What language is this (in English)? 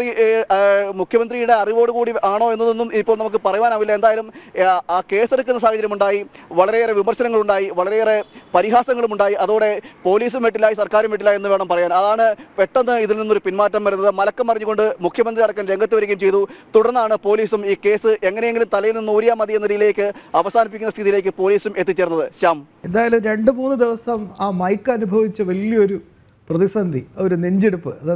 Malayalam